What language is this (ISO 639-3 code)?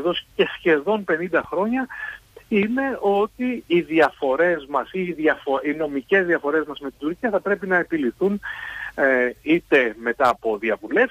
ell